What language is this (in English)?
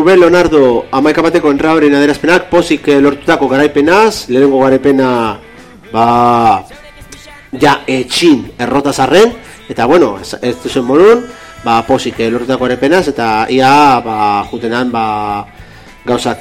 Basque